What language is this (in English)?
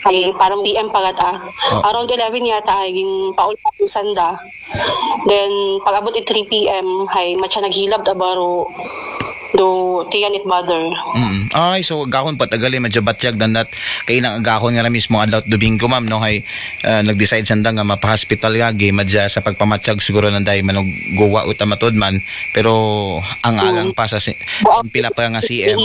Aklanon